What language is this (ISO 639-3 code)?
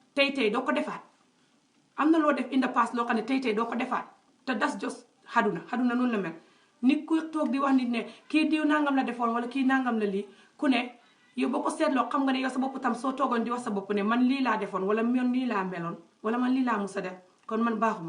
wol